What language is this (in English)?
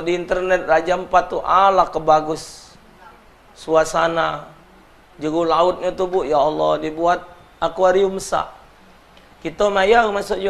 Musi